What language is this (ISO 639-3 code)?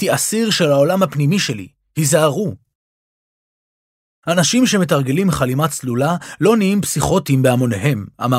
heb